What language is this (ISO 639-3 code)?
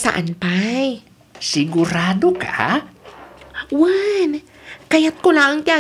ilo